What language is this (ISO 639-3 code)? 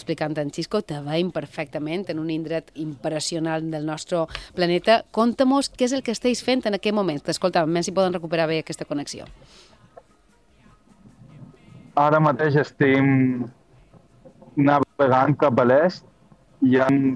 cat